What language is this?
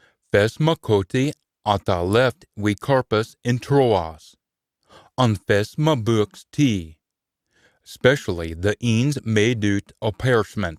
Scots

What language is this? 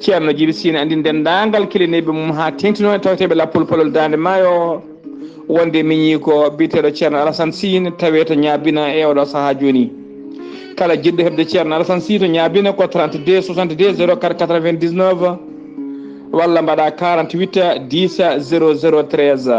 Fula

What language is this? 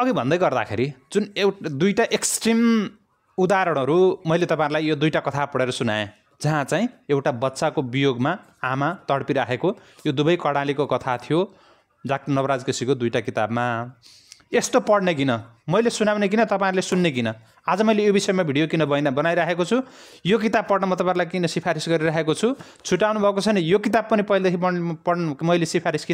Nepali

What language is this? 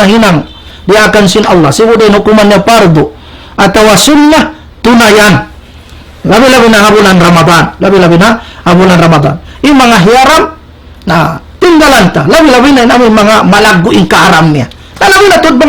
Tausug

